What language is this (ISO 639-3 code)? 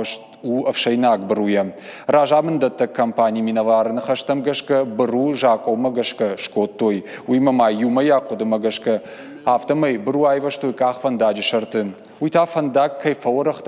oss